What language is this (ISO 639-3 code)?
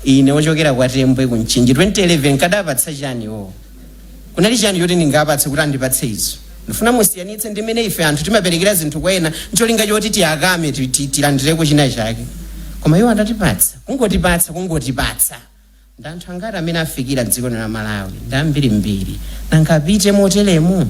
nya